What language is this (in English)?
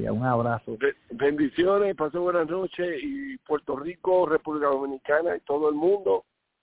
Spanish